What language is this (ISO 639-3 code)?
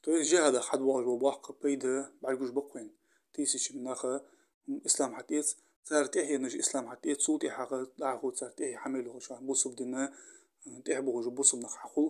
inh